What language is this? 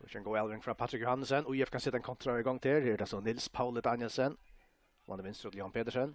Faroese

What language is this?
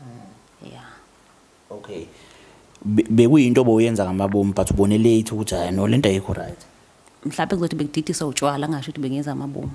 Zulu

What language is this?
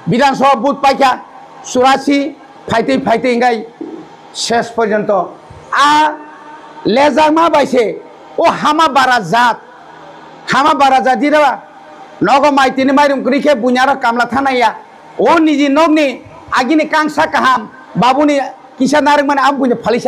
Kok Borok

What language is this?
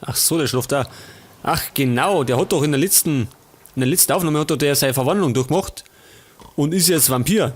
Bavarian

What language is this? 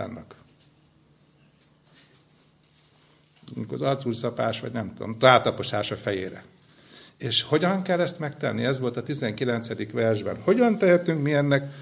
Hungarian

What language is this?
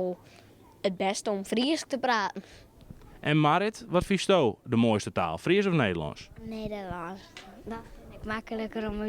Western Frisian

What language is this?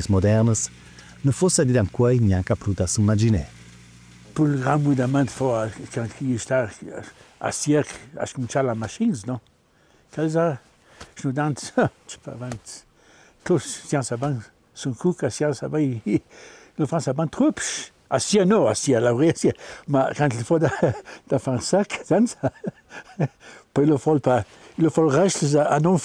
Ladin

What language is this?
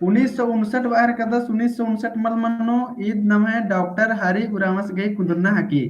Kurukh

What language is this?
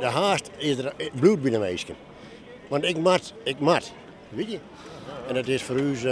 Western Frisian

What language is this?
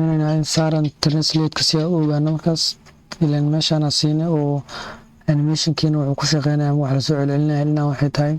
Somali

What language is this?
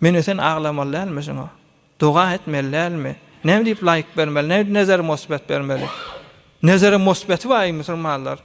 Turkmen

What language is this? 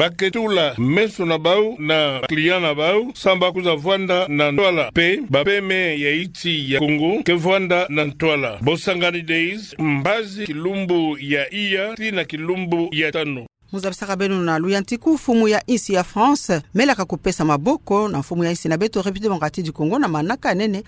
Kituba (Democratic Republic of Congo)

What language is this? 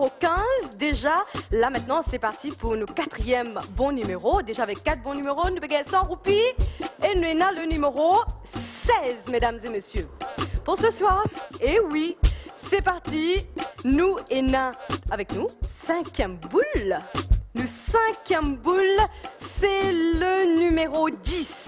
Morisyen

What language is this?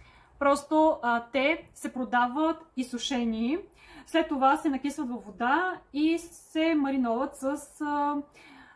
Bulgarian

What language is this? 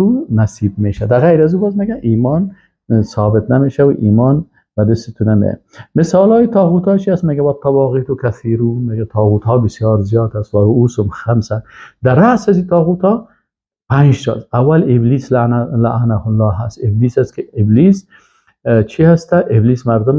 Persian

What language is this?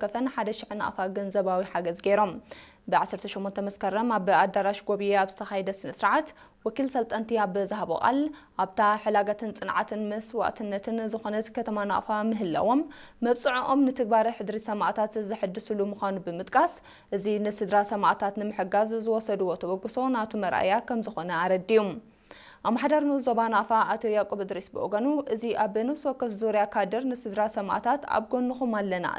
Tigrinya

